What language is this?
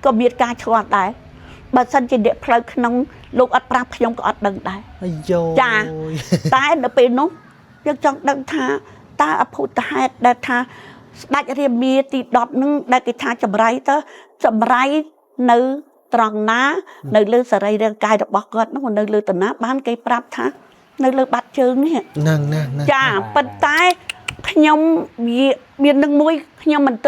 Khmer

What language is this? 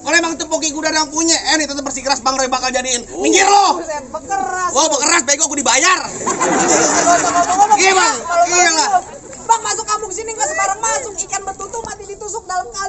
Betawi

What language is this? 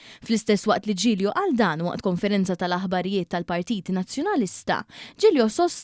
Maltese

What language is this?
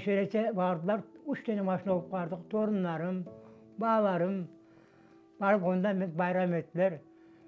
Crimean Tatar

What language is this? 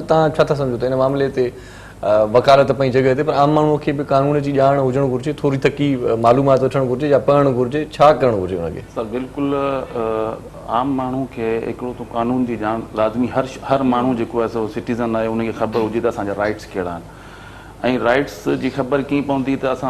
Sindhi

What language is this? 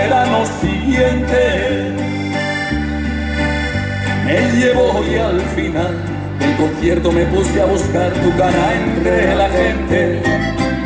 Spanish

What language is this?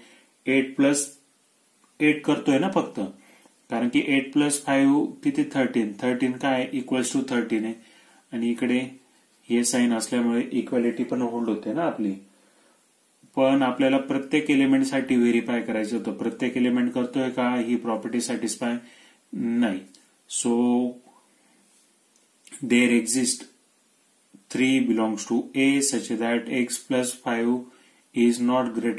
Marathi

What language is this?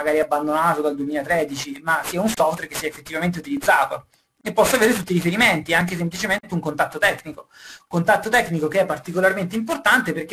Italian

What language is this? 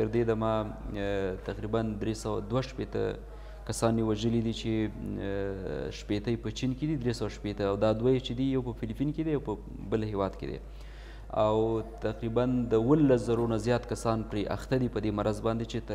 Pashto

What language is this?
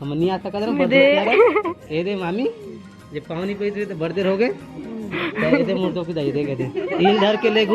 Chhattisgarhi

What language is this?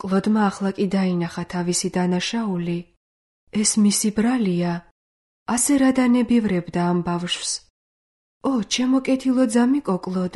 Georgian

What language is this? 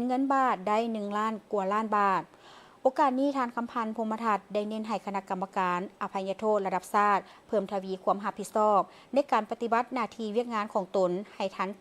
Lao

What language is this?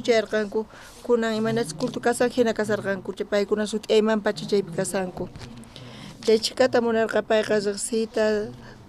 South Bolivian Quechua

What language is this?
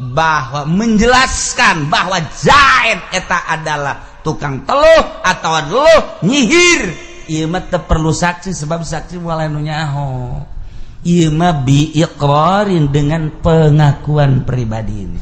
Sundanese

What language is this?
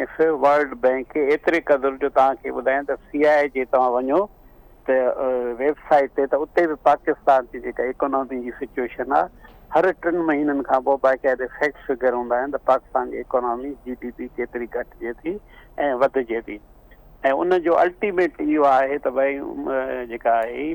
Sindhi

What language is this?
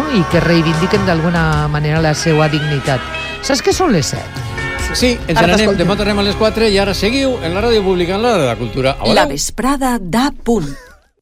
Catalan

